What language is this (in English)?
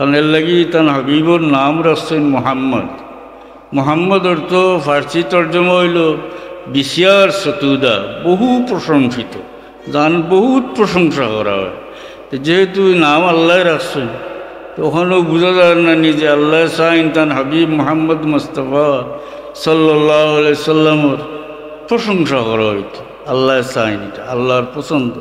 Sylheti